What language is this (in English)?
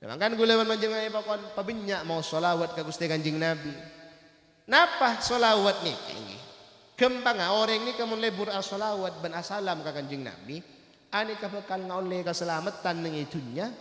Madurese